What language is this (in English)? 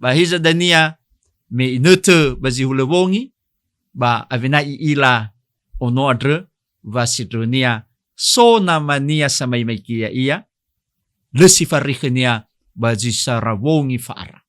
Nias